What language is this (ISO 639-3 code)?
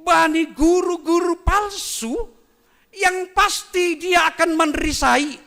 bts